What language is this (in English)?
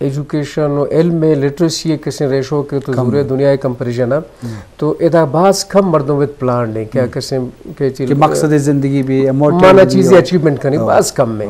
Eastern Balochi